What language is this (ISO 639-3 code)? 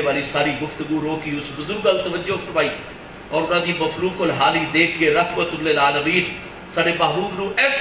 skr